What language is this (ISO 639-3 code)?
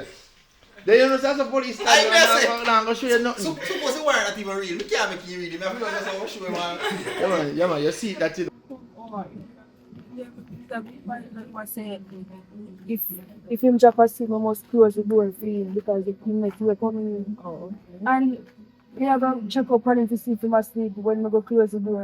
jam